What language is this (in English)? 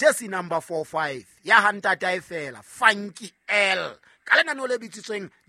Southern Sotho